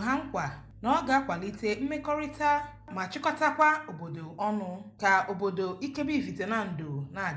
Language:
Igbo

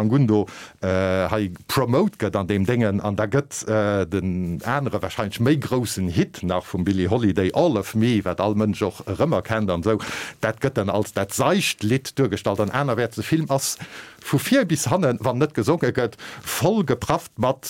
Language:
Luxembourgish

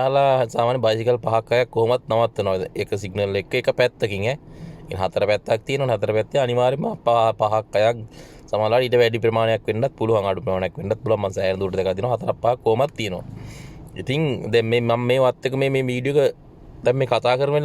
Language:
Sinhala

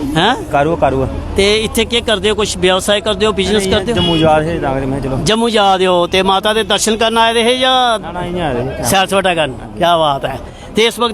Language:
Dogri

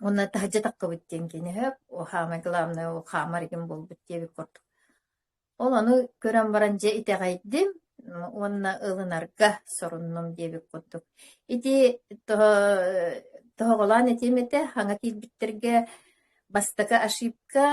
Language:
Yakut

